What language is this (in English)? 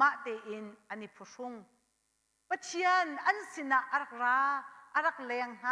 Hakha Chin